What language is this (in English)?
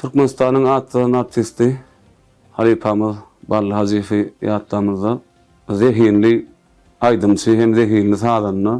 Turkmen